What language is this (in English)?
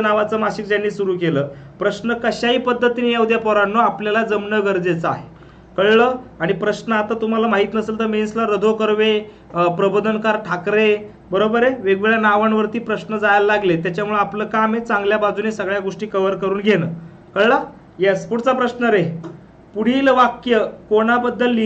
Marathi